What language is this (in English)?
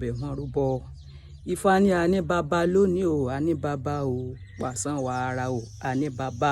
Yoruba